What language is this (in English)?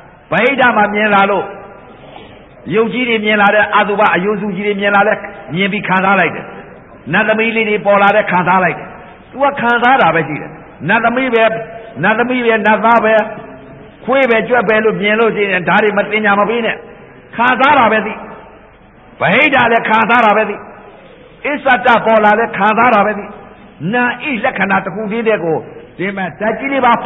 Burmese